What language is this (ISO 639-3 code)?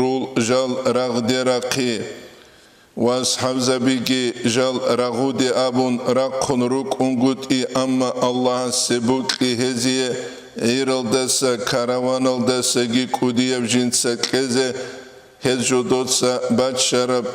ava